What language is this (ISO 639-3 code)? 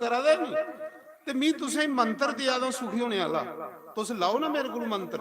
doi